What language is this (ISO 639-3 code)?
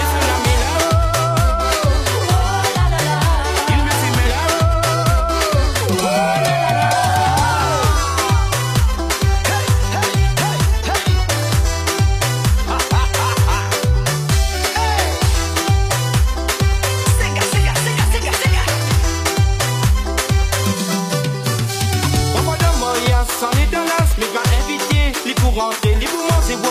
fra